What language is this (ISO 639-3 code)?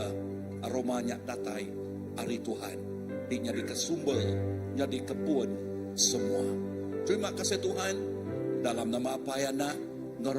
iba